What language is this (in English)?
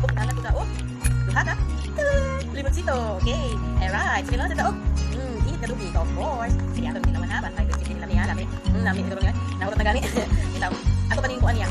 Cebuano